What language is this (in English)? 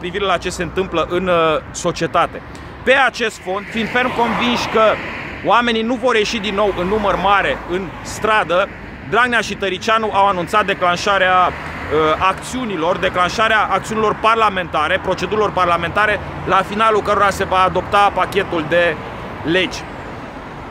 Romanian